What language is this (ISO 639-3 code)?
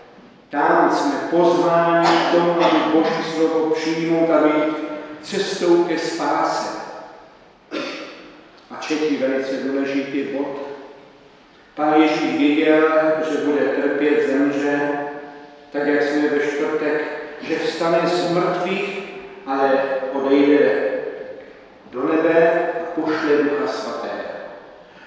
ces